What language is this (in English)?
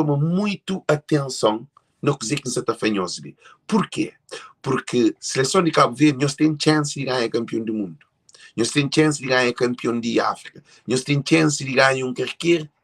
Kabuverdianu